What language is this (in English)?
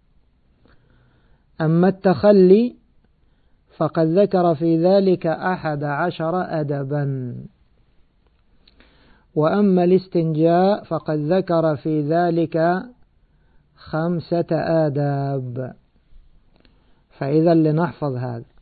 Arabic